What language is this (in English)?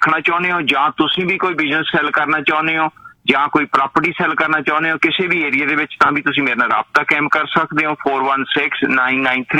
Punjabi